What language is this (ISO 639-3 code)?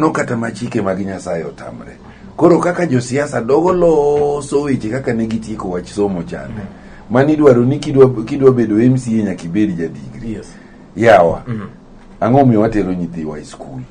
luo